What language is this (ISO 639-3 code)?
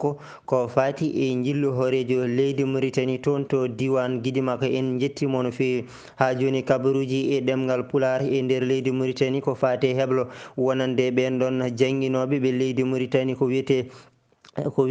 ful